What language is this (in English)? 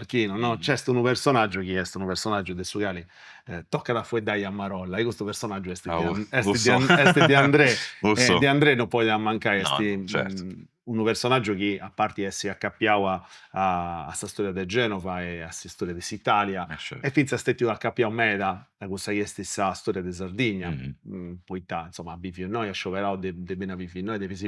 Sardinian